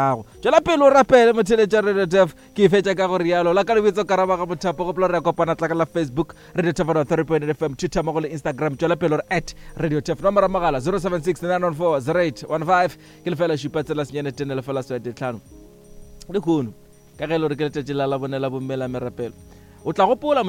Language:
Northern Sotho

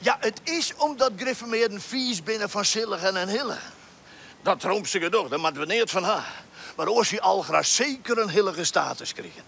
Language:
Western Frisian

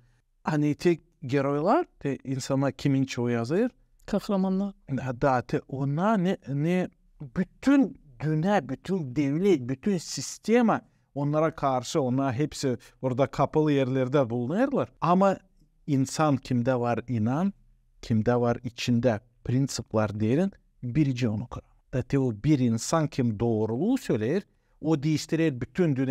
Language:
Gagauz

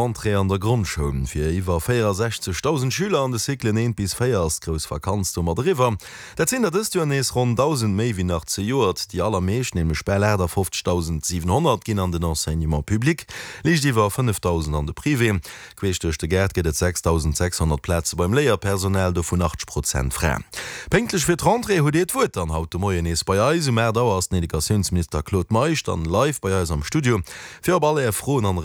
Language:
Luxembourgish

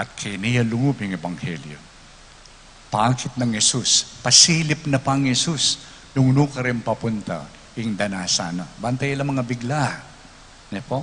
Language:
Pampanga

